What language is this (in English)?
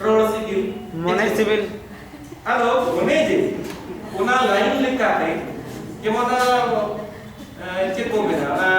Santali